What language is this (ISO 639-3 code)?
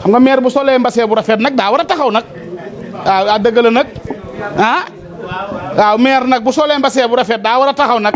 wol